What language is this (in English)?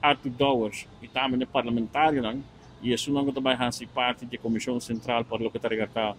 Papiamento